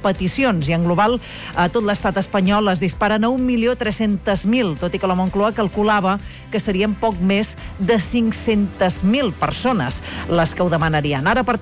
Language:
Catalan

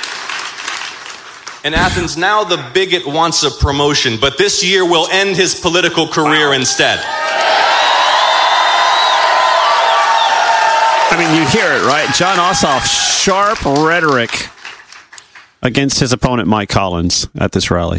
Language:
English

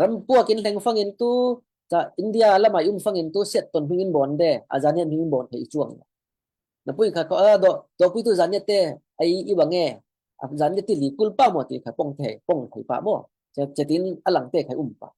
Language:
Falam Chin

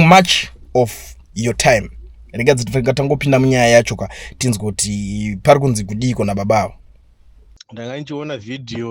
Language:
Shona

